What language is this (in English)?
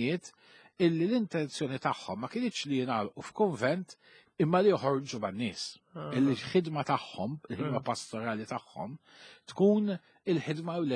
Maltese